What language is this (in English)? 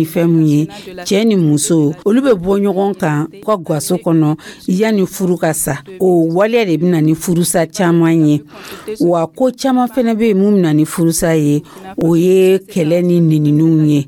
Dyula